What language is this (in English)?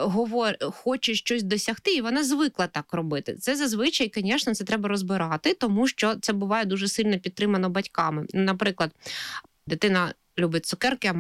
Ukrainian